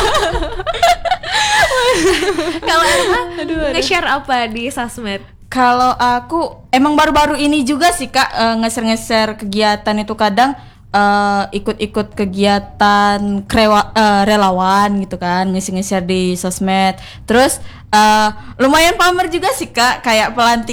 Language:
Indonesian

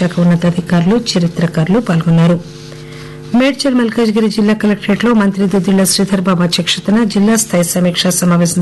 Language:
Telugu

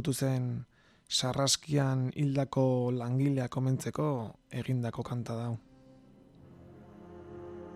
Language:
Basque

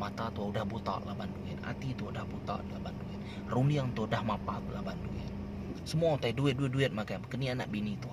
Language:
Iban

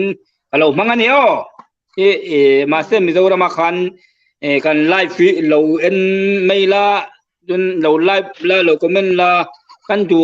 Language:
Hmar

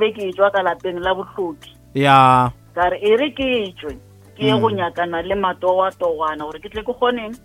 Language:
Northern Sotho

